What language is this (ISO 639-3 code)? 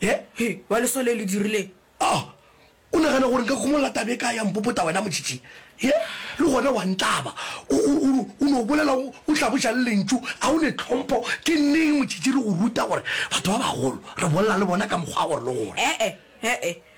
nso